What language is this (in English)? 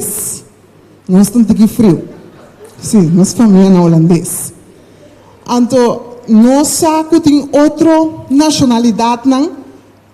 Papiamento